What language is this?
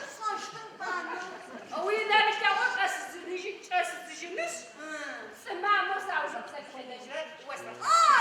Adyghe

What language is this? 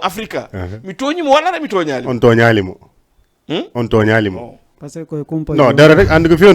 Fula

